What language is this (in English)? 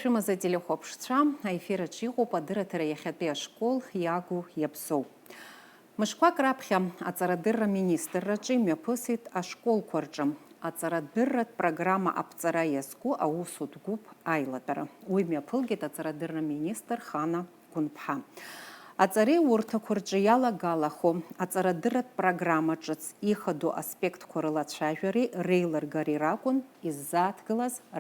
Abkhazian